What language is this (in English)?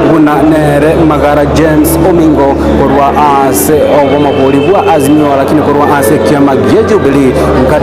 Gusii